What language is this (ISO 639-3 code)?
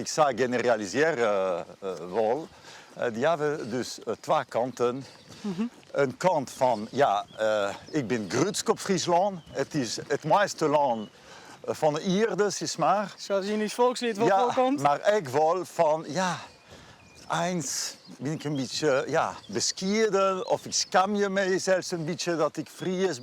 fry